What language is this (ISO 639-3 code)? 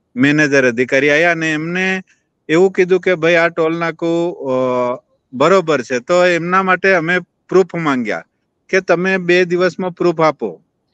guj